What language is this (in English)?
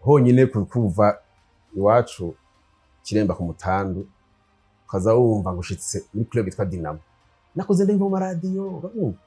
Rundi